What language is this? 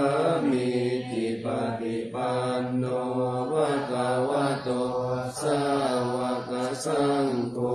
Pali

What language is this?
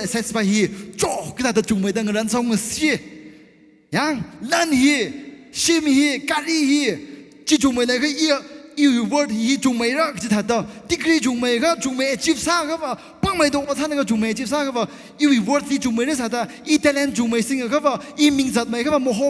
Tangkhul Naga (India)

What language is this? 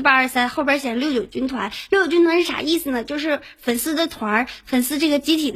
Chinese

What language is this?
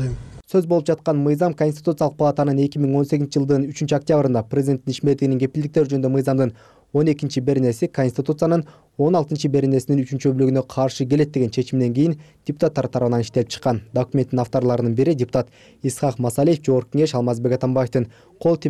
Kyrgyz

